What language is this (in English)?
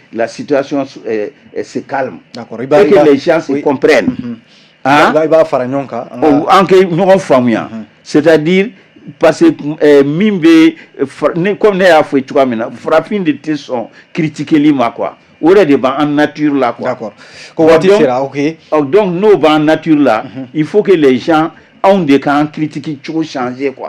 Bambara